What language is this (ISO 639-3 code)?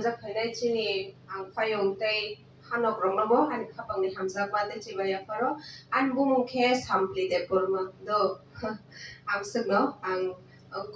trp